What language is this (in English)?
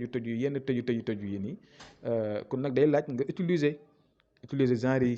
Wolof